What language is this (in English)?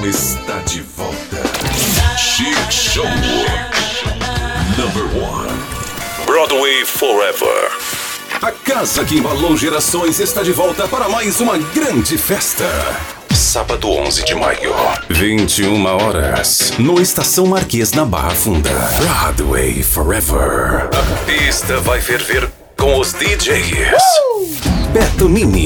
Portuguese